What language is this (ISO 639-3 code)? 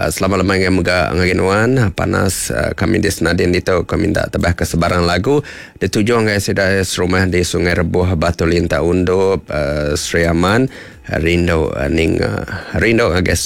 iba